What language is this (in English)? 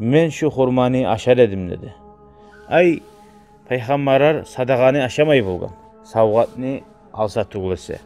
Kumyk